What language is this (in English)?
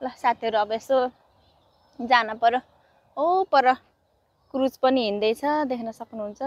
Nepali